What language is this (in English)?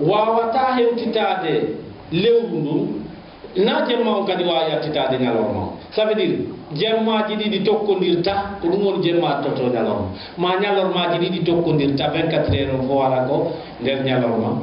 Fula